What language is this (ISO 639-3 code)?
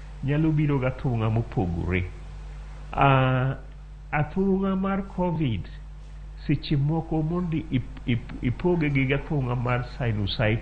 luo